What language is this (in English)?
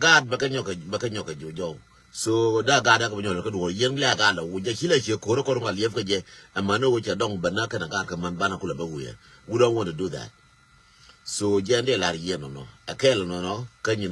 Nuer